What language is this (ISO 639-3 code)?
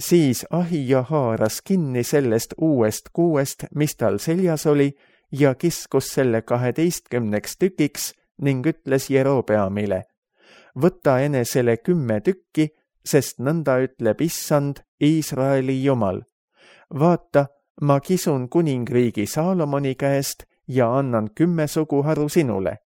est